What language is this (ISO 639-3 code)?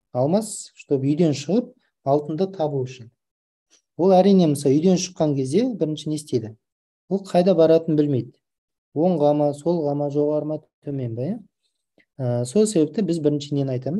kaz